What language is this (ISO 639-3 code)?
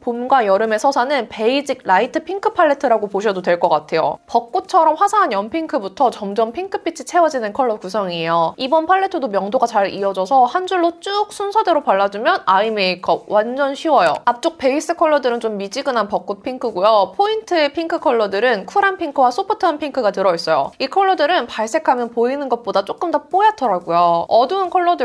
kor